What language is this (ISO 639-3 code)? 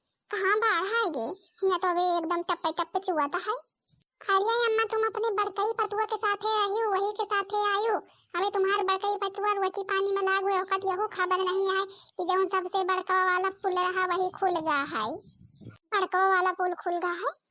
awa